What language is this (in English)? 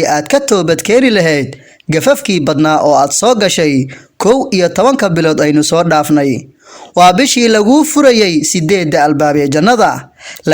Somali